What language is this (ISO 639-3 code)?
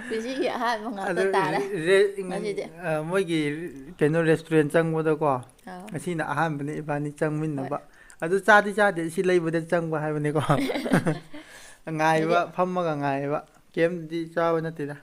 mni